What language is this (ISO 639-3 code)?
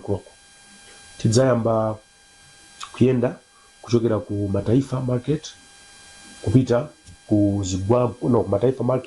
nya